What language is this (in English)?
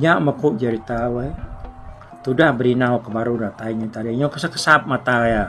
Iban